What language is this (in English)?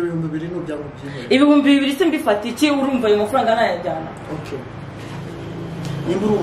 Kinyarwanda